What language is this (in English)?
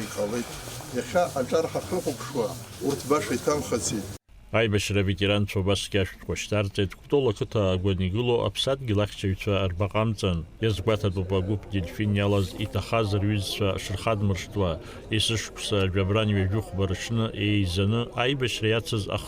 Abkhazian